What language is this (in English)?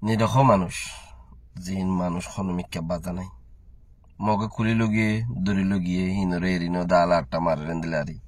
Rohingya